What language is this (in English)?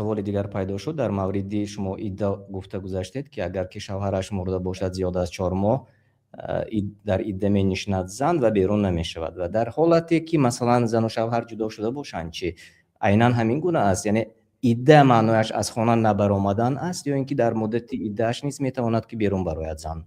Tajik